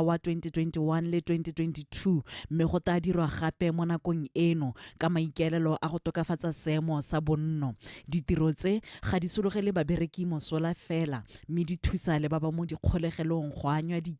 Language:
Tswana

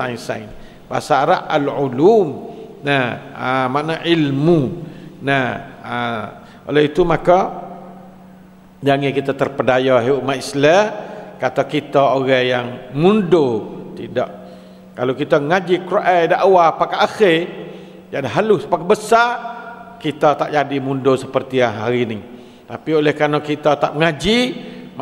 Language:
Malay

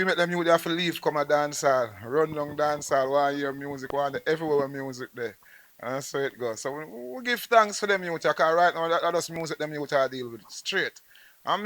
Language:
Jamaican Creole English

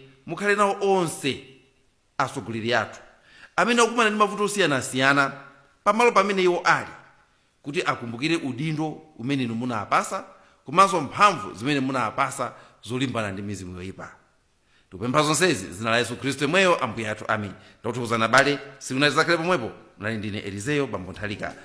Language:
Nyanja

